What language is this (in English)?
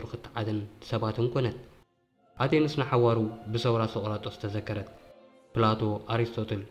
Tigrinya